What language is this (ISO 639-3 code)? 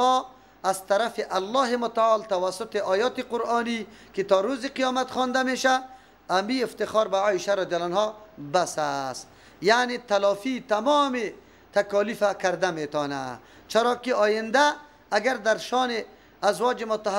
fas